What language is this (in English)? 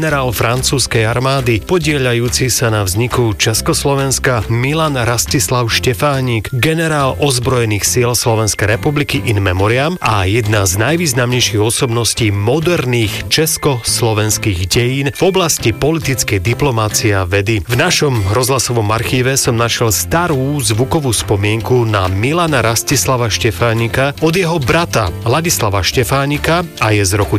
Slovak